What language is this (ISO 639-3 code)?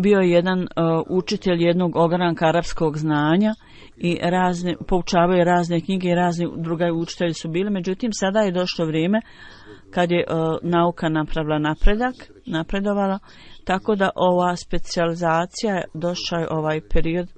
bos